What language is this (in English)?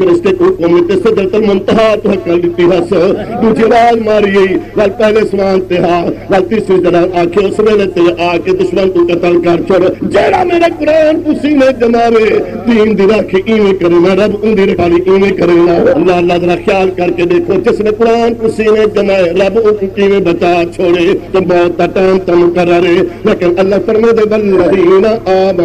Saraiki